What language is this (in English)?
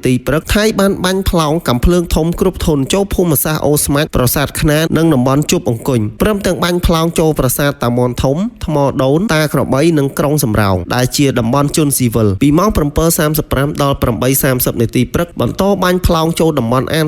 Khmer